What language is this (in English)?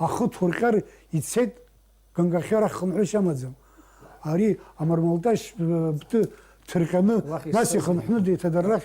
Abkhazian